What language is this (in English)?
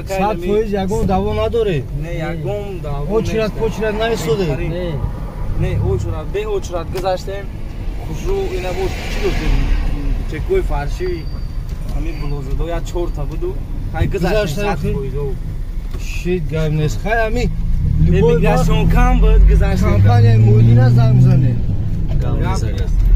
Tajik